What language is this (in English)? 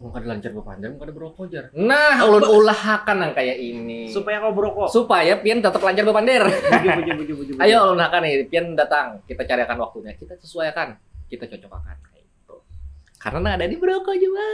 Banjar